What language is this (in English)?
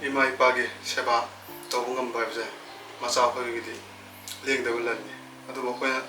Manipuri